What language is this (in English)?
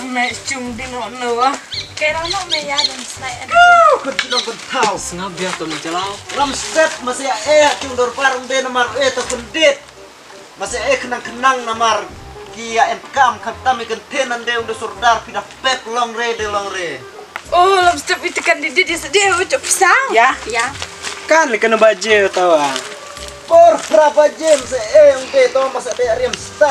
Khasi